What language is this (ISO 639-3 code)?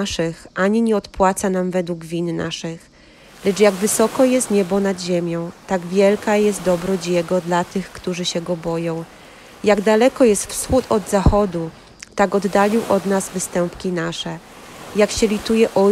pol